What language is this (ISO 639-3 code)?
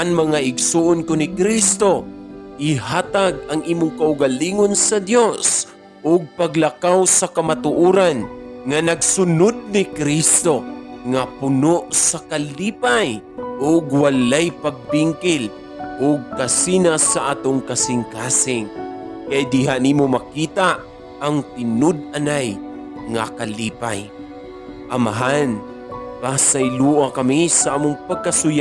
ceb